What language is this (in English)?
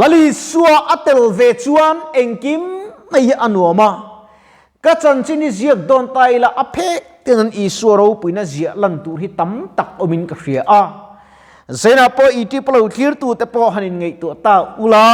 Mizo